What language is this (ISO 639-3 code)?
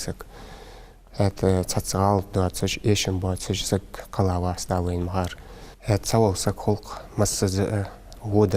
inh